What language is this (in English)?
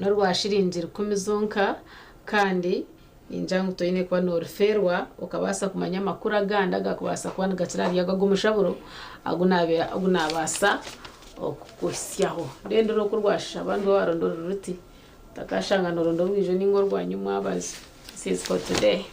Nyankole